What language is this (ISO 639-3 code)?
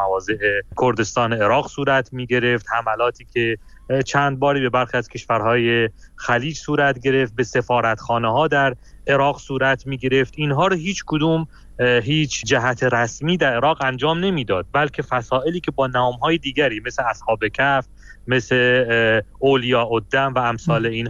fas